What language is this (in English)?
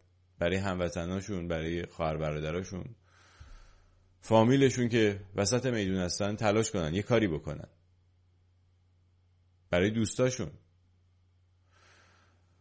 Persian